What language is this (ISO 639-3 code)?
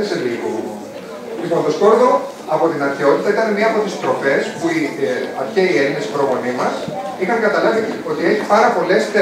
ell